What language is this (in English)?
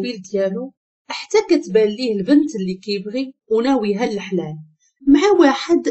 Moroccan Arabic